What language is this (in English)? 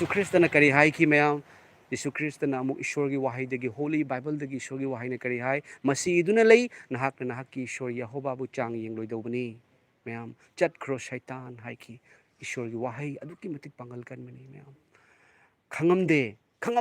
Manipuri